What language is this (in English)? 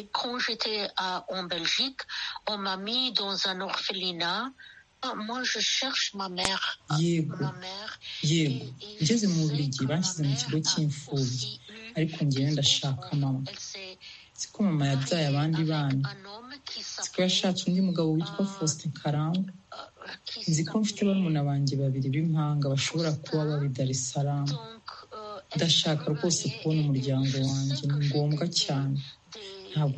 Kinyarwanda